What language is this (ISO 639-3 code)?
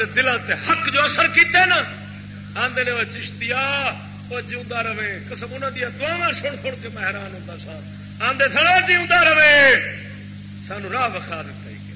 skr